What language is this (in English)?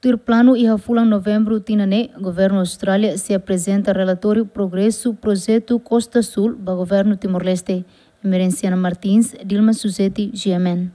Tetum